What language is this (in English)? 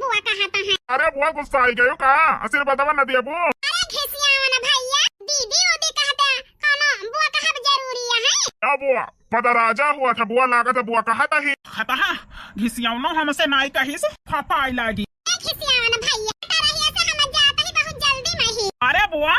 Awadhi